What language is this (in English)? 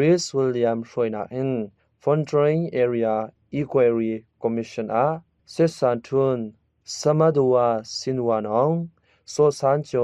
Hakha Chin